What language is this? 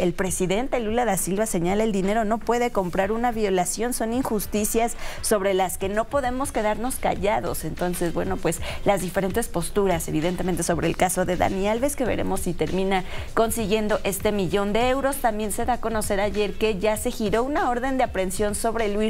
Spanish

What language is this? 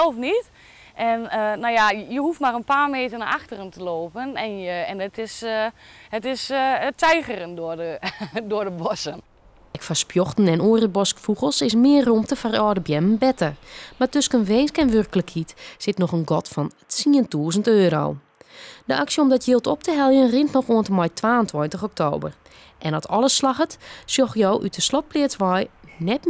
Western Frisian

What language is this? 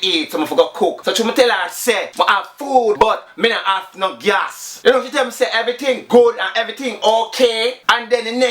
Jamaican Creole English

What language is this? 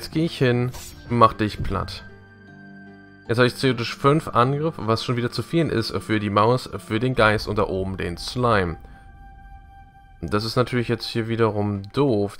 German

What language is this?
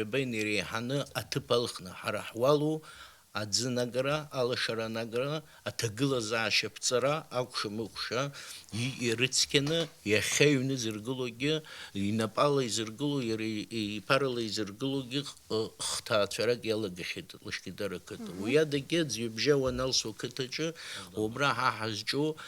Abkhazian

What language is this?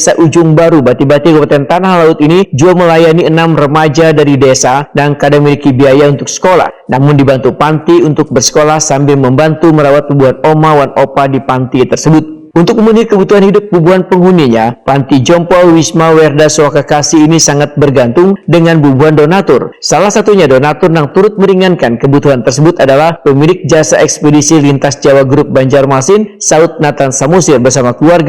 Banjar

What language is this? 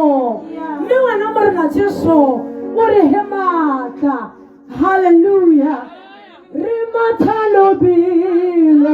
Tswana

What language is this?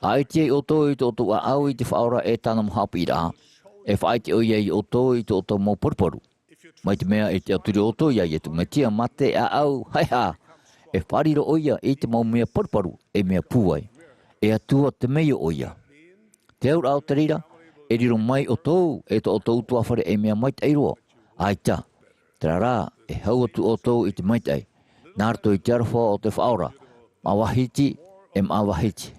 Tahitian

